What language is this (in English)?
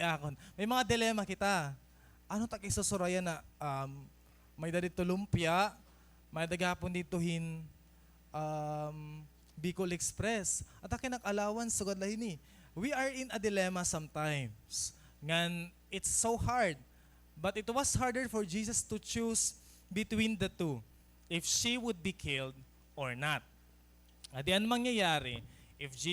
Waray